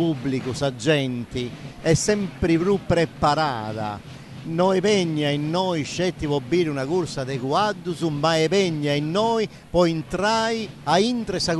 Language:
Sardinian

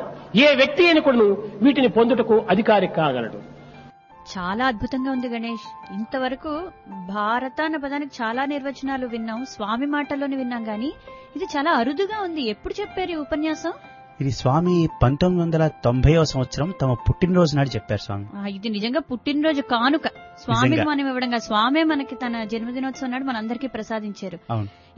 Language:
Telugu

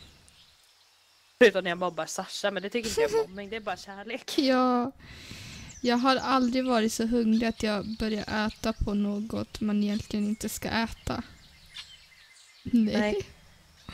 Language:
Swedish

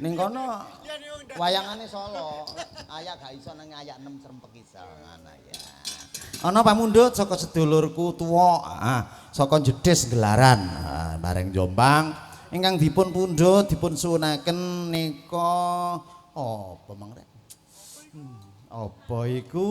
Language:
Javanese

